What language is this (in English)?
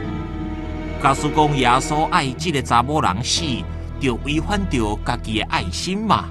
Min Nan Chinese